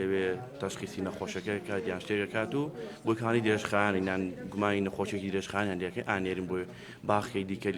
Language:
Central Kurdish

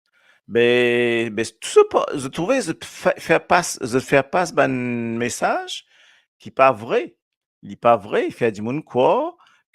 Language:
Morisyen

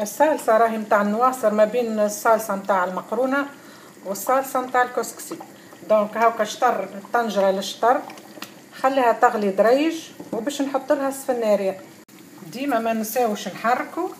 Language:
Tunisian Arabic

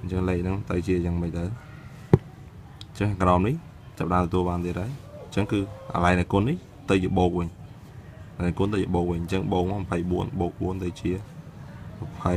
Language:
Khmer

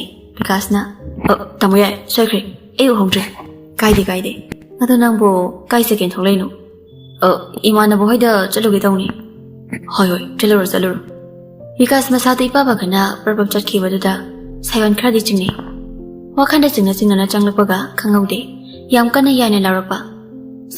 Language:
Manipuri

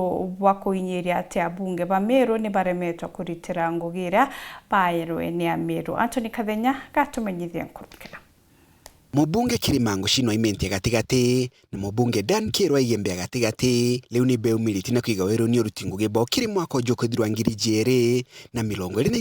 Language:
Meru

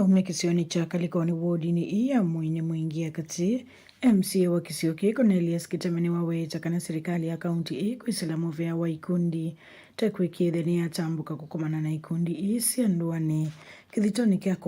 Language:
Kamba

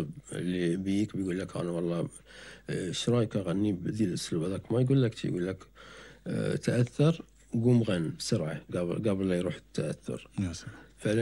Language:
Gulf Arabic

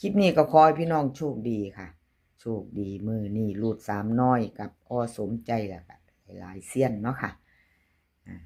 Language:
Northeastern Thai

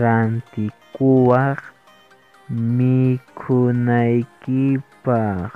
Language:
Quechua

